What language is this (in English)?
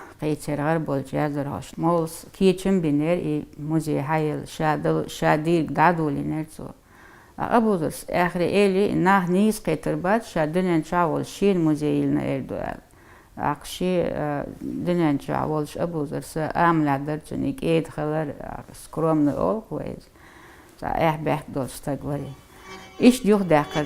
Chechen